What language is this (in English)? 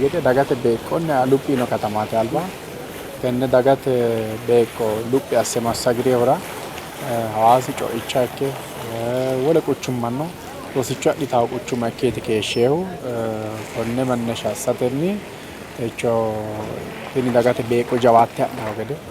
Sidamo